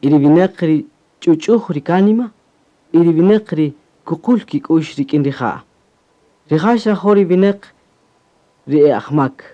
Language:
Kaqchikel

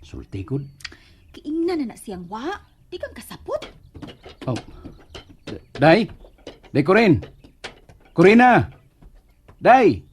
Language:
Cebuano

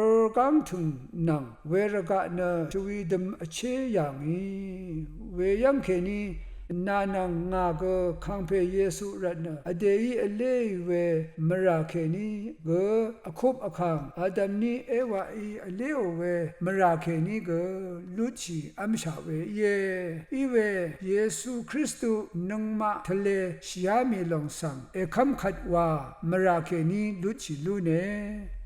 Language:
Rawang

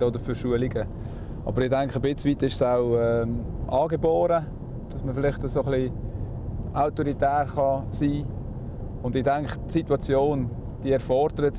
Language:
Swiss German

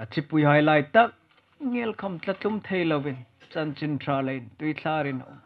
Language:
Hmar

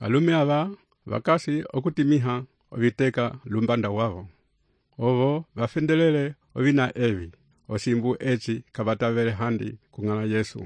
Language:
Umbundu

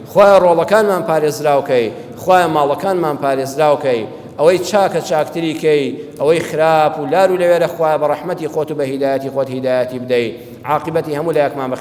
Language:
Central Kurdish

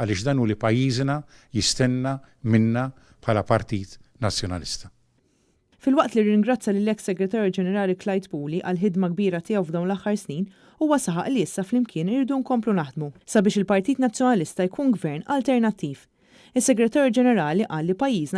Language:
Maltese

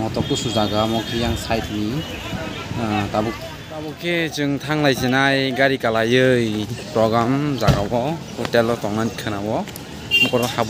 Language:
Kok Borok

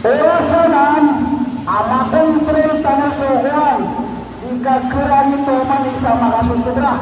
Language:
Maranao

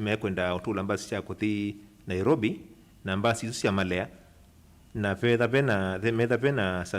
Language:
Kamba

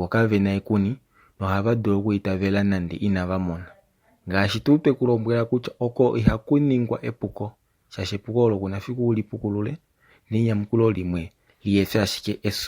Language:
Kuanyama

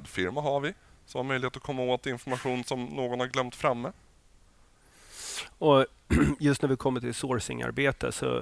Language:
Swedish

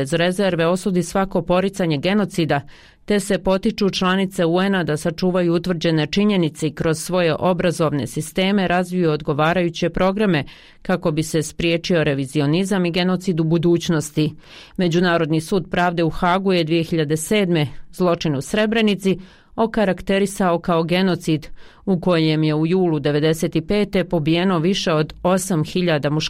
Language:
Bosnian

